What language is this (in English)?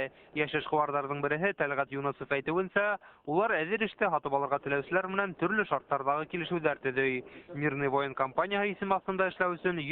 Bashkir